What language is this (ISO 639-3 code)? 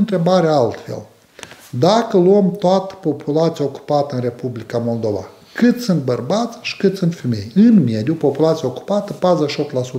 ron